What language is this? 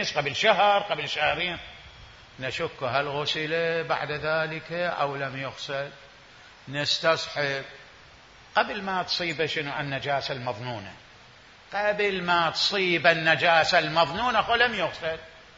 Mesopotamian Arabic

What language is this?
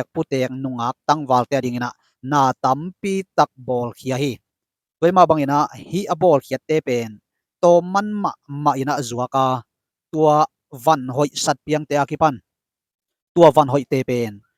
Tedim Chin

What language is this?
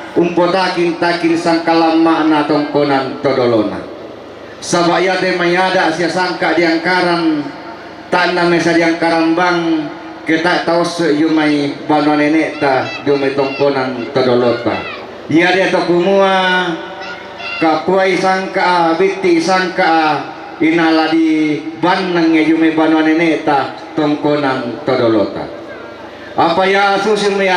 Toraja-Sa'dan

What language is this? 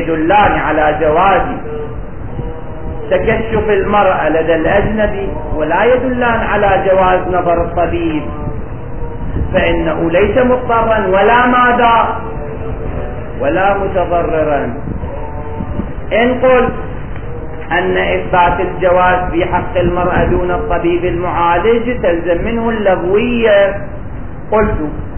Arabic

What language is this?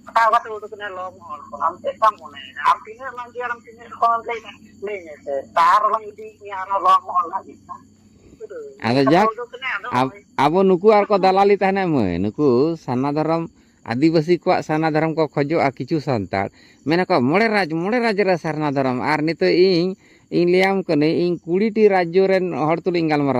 Santali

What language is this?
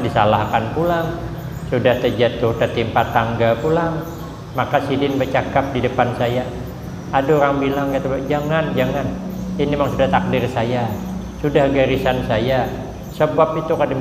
Banjar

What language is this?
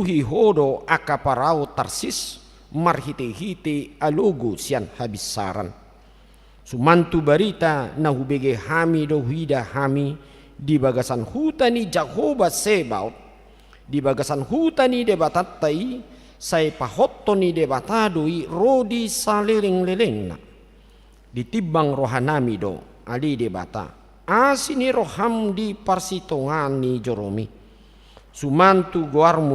Batak Toba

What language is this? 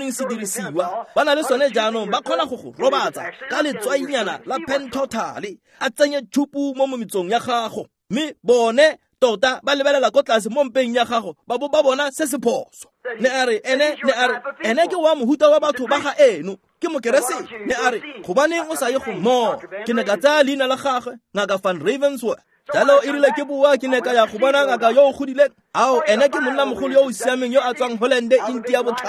Tswana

